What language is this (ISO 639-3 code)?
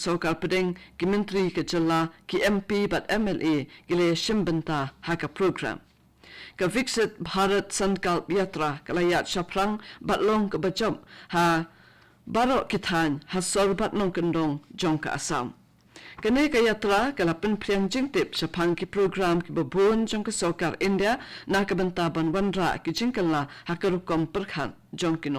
kha